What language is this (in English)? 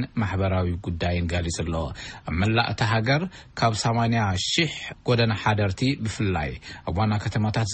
Tigrinya